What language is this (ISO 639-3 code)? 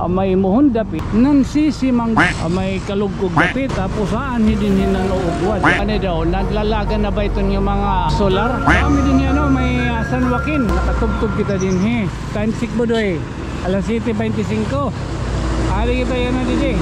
war